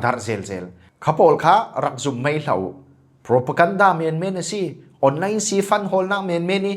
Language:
Falam Chin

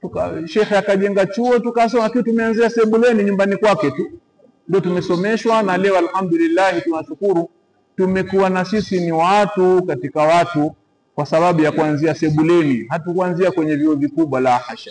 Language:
Swahili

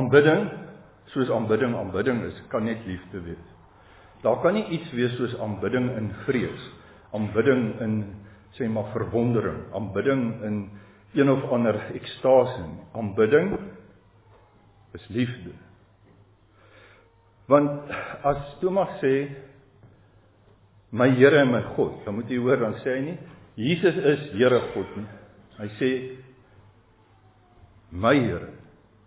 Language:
Afrikaans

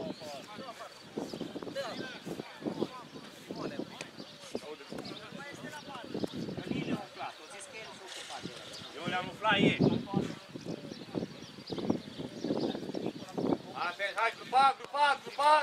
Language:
Romanian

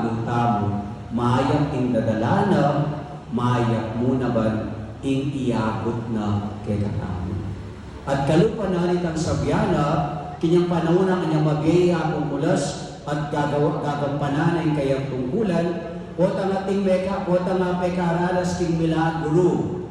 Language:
Pampanga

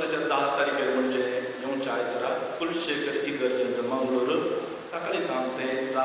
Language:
Konkani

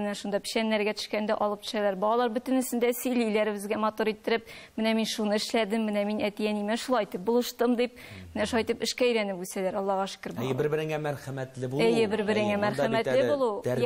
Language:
Tatar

